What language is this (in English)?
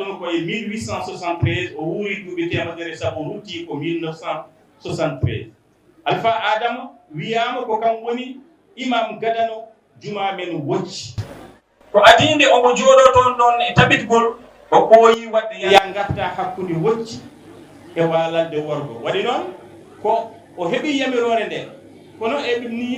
Fula